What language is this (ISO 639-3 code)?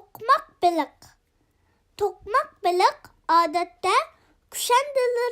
uig